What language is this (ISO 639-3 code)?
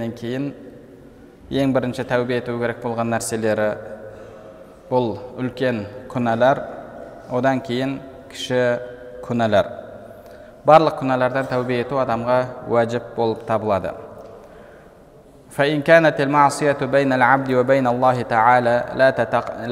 kaz